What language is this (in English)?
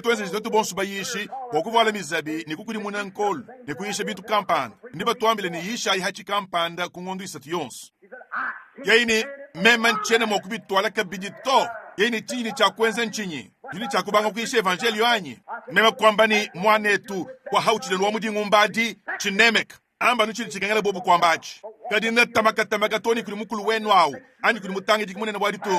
Luba-Lulua